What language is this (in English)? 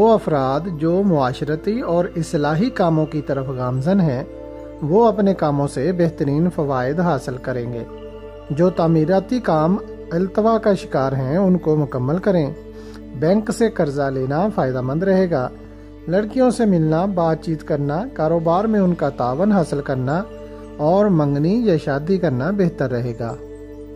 Urdu